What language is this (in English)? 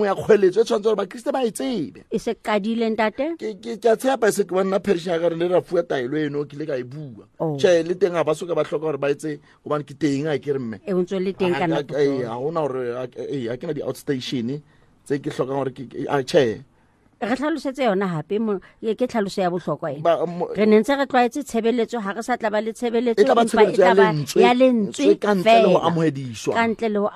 Southern Sotho